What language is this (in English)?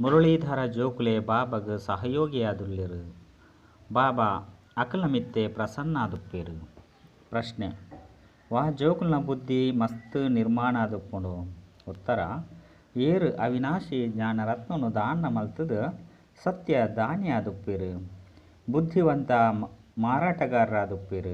Tulu